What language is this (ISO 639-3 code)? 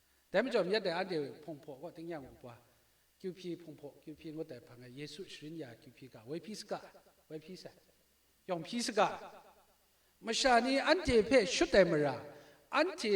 kac